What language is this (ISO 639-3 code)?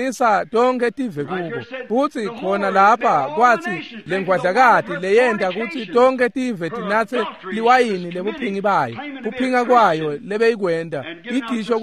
ssw